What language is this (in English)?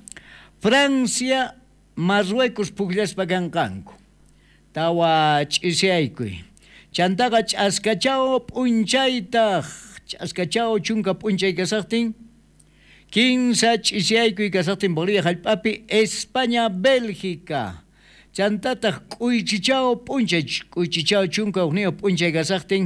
South Bolivian Quechua